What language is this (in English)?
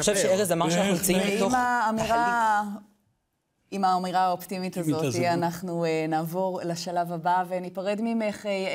Hebrew